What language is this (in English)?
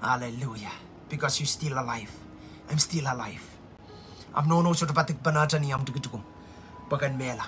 Pohnpeian